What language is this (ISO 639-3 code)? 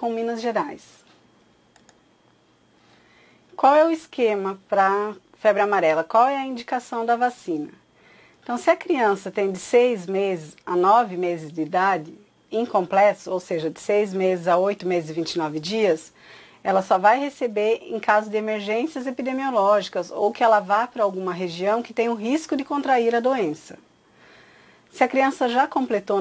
por